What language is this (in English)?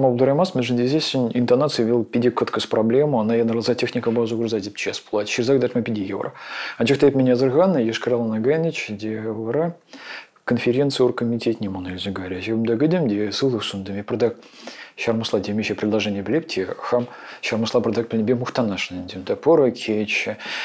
Chuvash